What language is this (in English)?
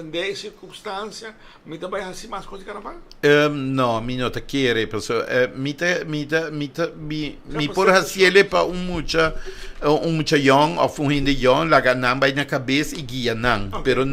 Papiamento